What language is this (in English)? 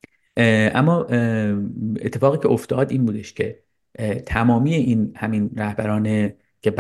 Persian